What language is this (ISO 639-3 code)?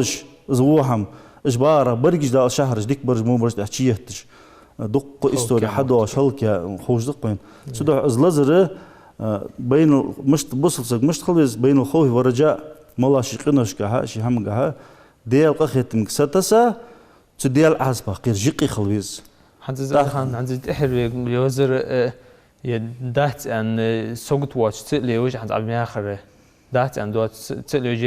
inh